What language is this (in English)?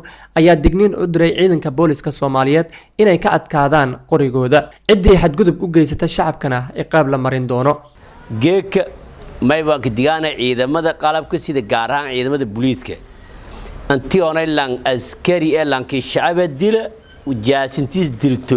Somali